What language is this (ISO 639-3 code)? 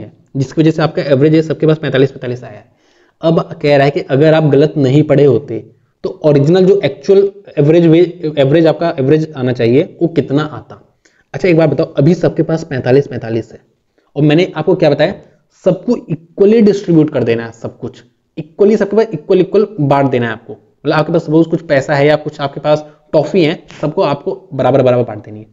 hin